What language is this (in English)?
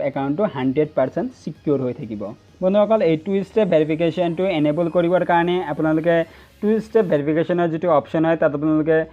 Assamese